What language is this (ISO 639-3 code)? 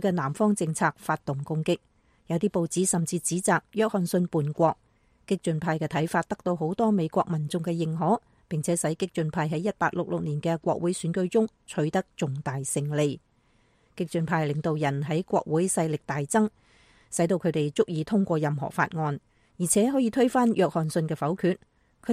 yue